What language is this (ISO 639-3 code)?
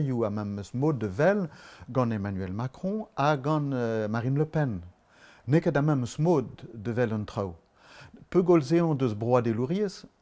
bre